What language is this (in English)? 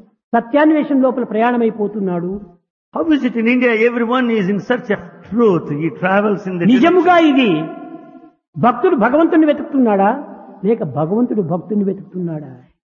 Telugu